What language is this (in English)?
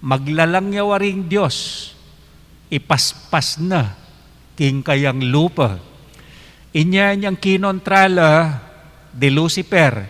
Pampanga